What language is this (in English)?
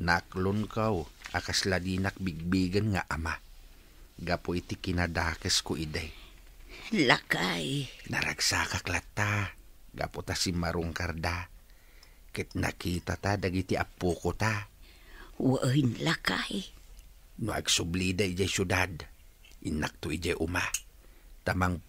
Iloko